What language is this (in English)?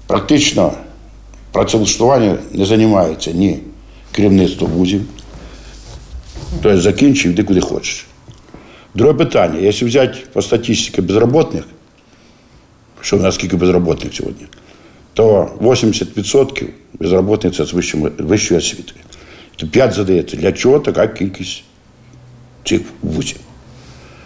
Ukrainian